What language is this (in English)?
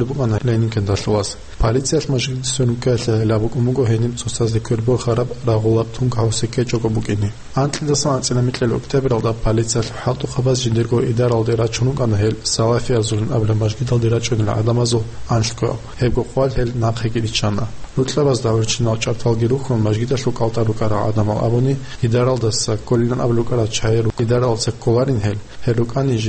Avaric